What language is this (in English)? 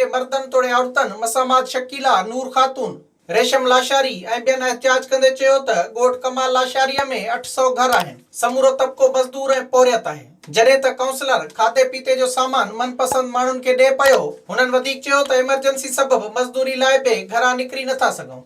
Sindhi